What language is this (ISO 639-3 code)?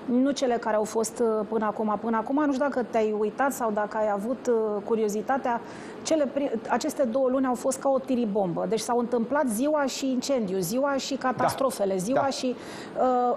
ron